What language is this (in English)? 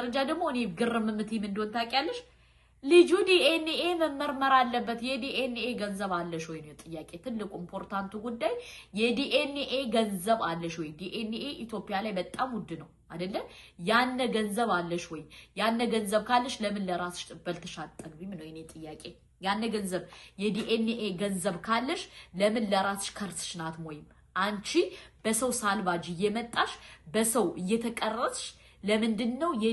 Amharic